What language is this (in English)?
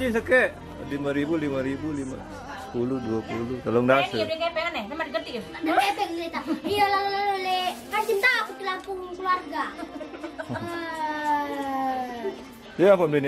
Sasak